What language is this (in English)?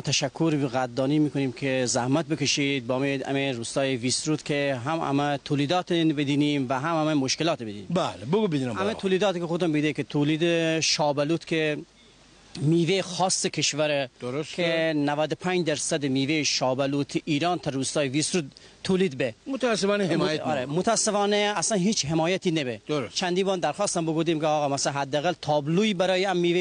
Gilaki